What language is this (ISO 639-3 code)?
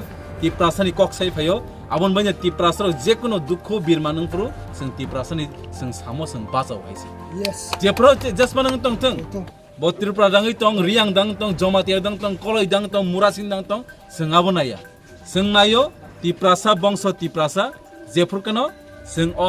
trp